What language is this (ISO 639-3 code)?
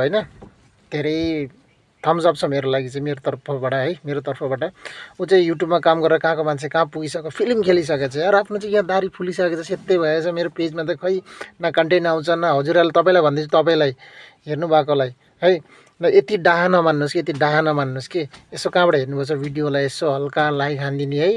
nep